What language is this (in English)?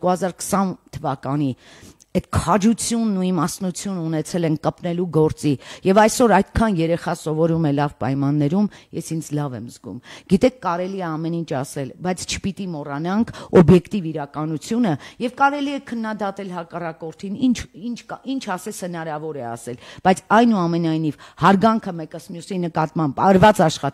Armenian